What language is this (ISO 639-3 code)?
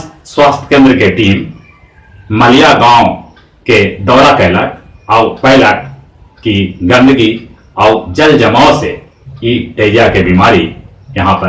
mag